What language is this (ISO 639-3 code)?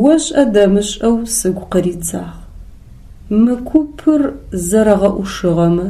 ady